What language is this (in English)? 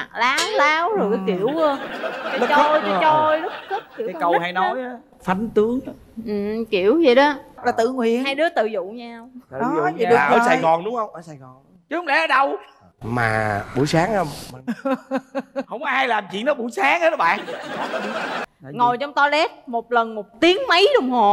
Vietnamese